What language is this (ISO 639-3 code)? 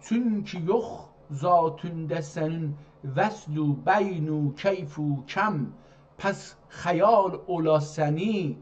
azb